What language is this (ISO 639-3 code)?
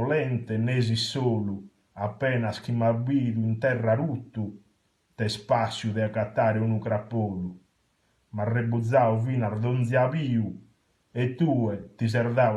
srd